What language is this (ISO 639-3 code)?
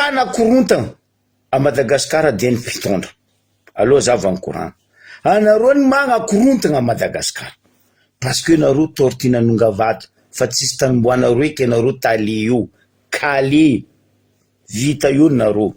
mlg